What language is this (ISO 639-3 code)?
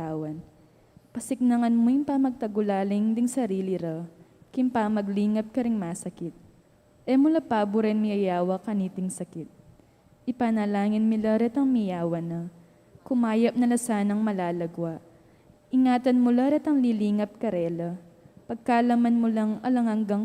pam